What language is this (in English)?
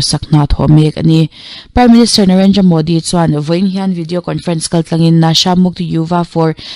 Mizo